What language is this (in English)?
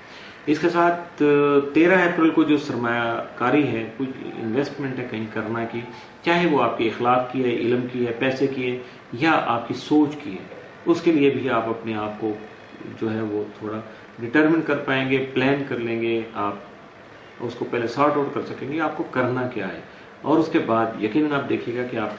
Urdu